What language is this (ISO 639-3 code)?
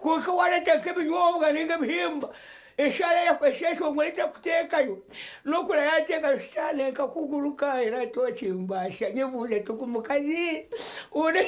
nyn